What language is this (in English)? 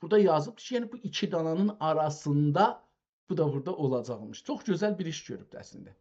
South Azerbaijani